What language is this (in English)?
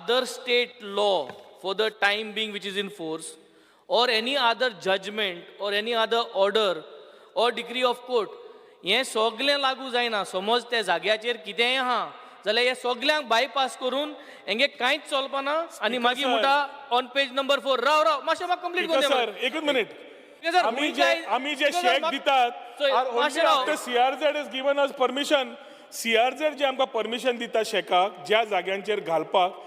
Konkani